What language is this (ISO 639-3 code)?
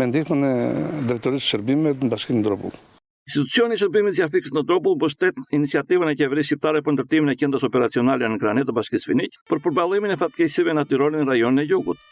sqi